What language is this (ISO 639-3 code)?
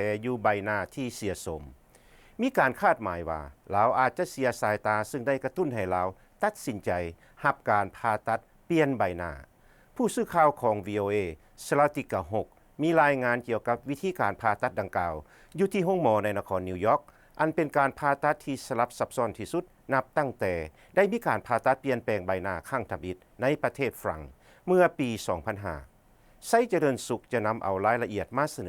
lao